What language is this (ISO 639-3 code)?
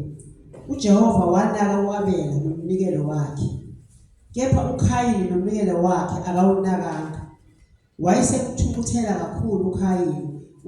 zul